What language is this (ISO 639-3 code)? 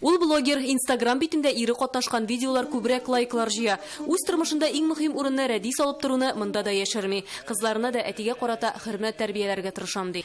tat